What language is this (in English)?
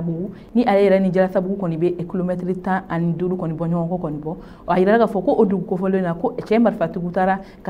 Bambara